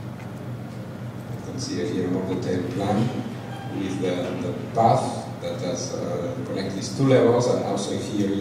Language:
English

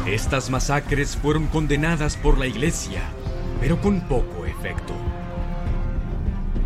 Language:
Spanish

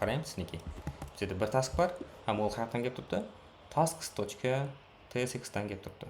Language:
Kara-Kalpak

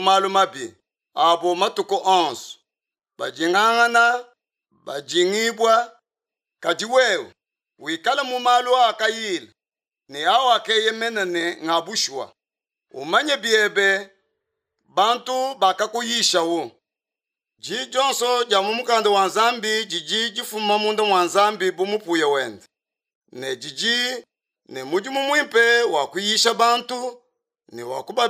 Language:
Luba-Lulua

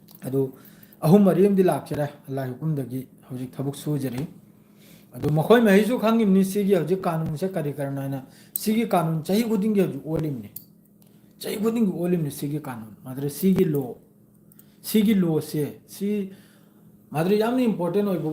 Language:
Manipuri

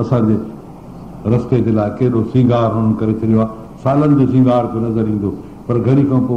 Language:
Sindhi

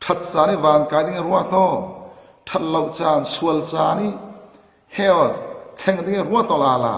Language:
Falam Chin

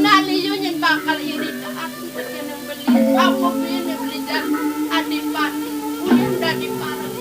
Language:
Balinese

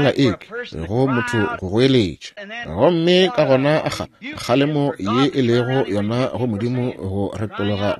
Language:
Northern Sotho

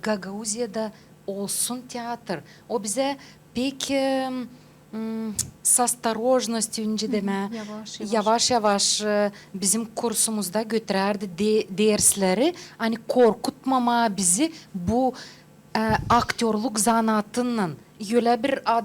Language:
Gagauz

